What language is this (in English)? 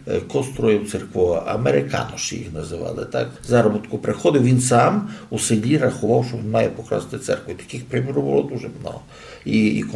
Rusyn